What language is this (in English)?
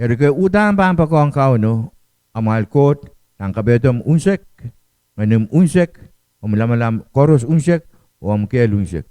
Pohnpeian